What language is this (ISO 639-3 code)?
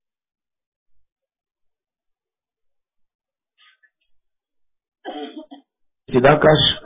mar